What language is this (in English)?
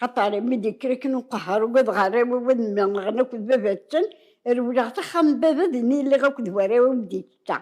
Kabyle